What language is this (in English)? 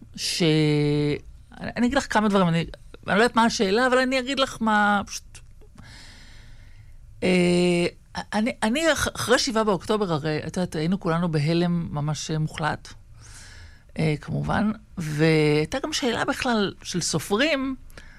Hebrew